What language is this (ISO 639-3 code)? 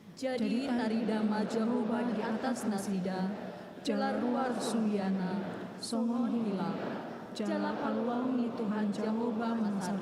bbc